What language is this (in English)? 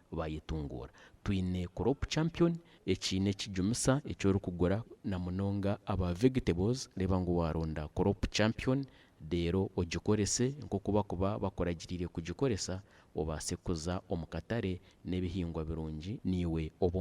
Nyankole